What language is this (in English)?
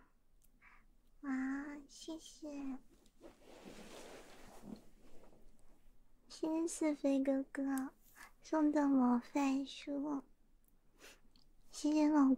Chinese